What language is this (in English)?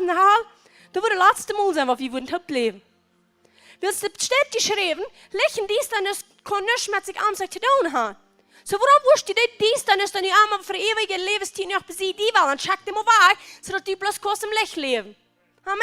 Plautdietsch